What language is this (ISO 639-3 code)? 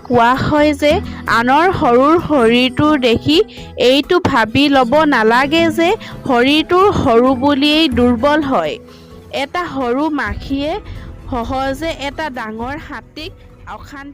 asm